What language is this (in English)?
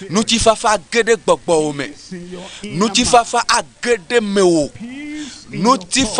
Ewe